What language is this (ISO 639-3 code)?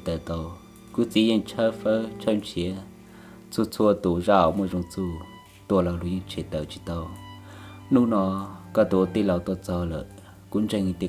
hmn